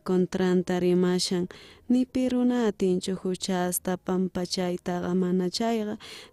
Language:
South Bolivian Quechua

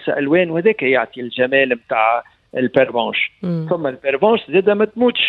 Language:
Tunisian Arabic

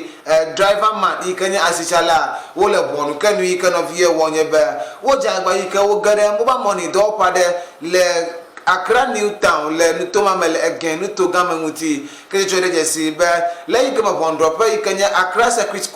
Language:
Ewe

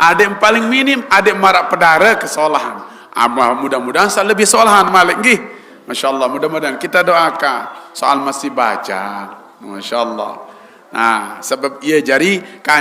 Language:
Sasak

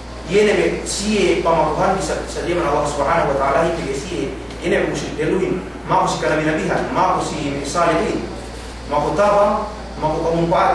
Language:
Yakan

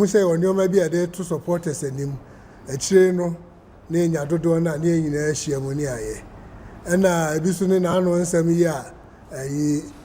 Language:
Akan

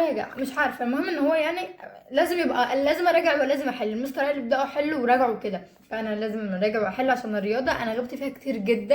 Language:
Egyptian Arabic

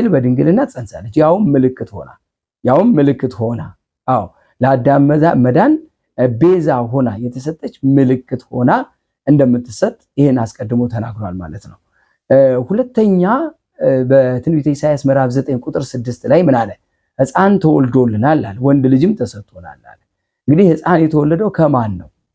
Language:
Amharic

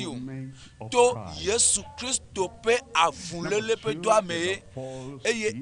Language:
Ewe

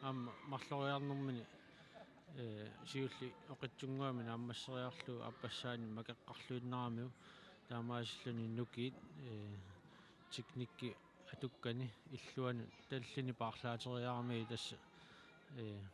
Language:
Kalaallisut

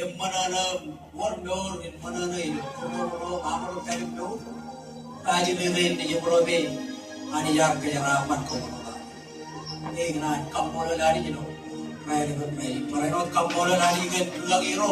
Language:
Marshallese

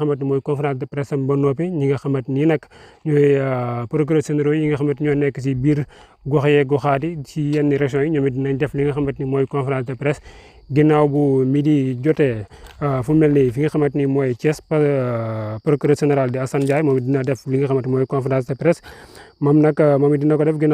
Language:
Wolof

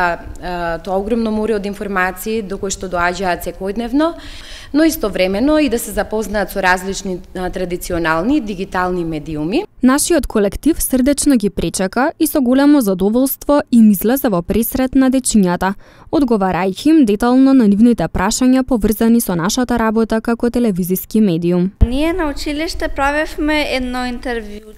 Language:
Macedonian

